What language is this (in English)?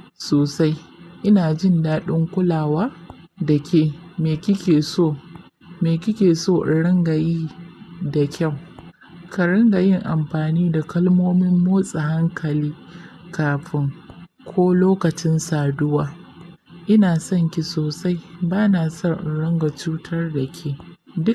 Hausa